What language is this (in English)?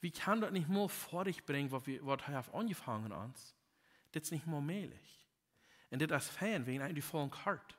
Plautdietsch